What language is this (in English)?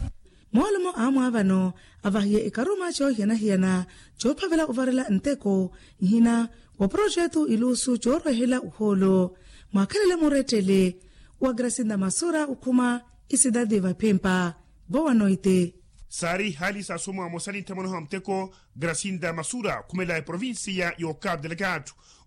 Makhuwa